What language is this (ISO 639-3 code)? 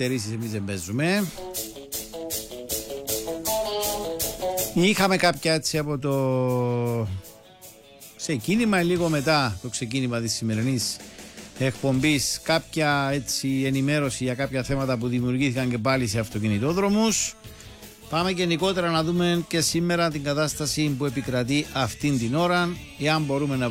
ell